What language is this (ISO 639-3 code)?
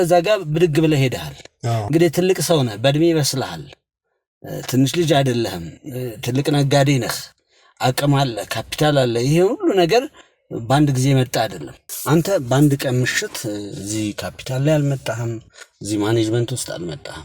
amh